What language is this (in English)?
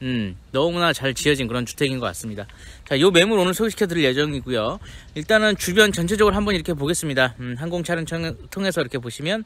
Korean